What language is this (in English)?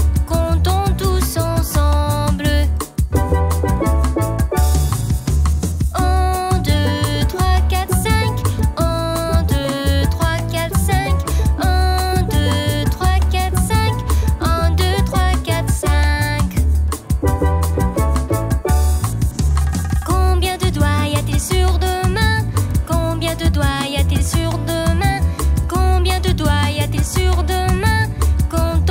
French